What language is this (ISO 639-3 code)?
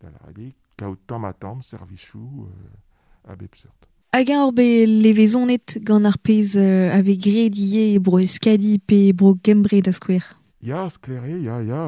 bre